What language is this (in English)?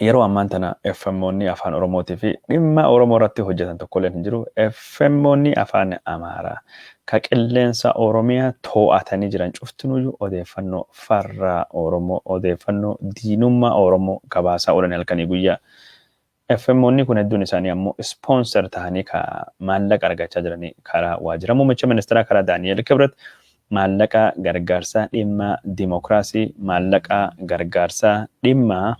Oromo